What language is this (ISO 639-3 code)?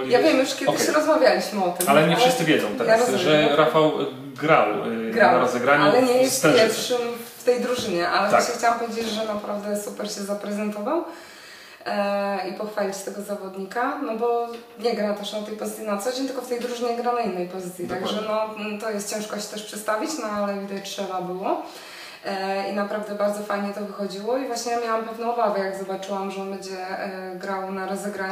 pol